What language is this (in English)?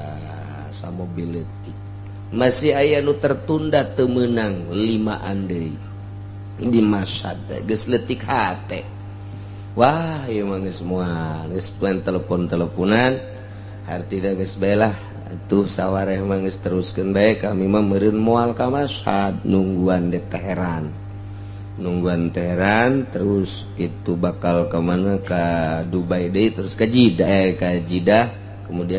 Sundanese